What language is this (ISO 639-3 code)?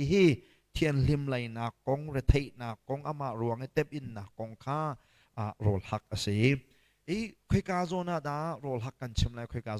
cnh